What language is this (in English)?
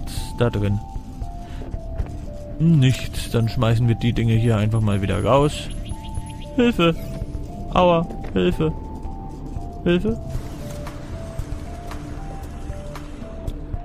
German